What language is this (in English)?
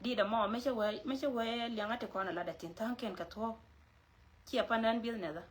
Nuer